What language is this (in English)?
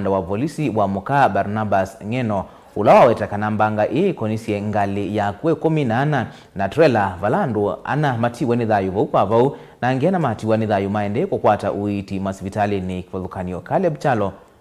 Kamba